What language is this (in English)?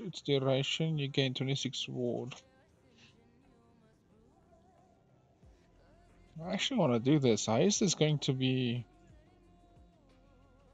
English